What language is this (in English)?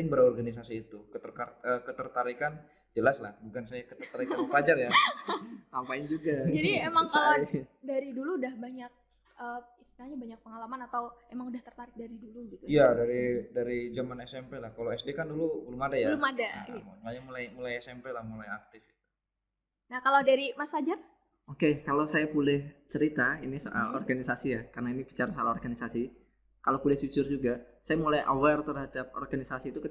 Indonesian